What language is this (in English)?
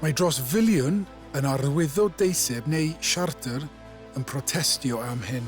Welsh